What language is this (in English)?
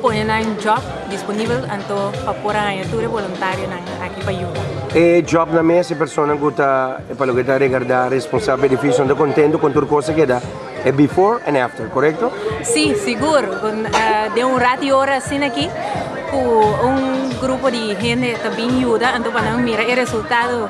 Papiamento